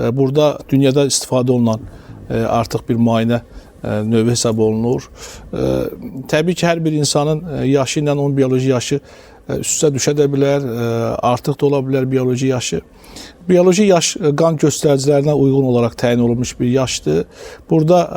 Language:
Azerbaijani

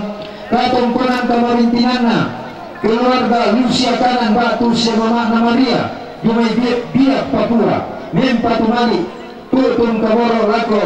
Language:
Toraja-Sa'dan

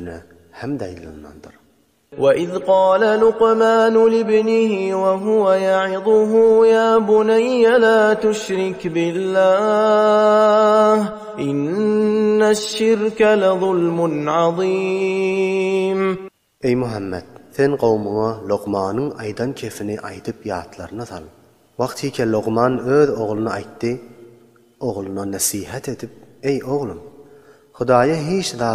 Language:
Turkmen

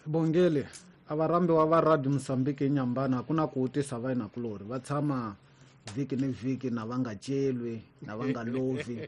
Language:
Tsonga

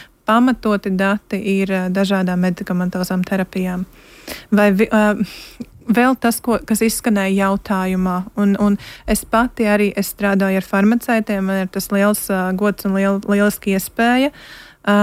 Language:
Latvian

